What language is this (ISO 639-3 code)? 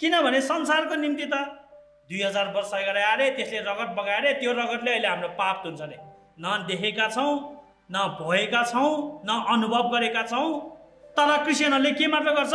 nep